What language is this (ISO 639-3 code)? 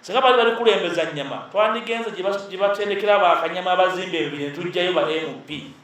lug